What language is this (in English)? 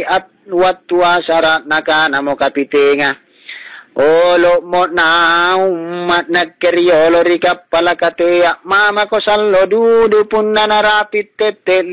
Makasar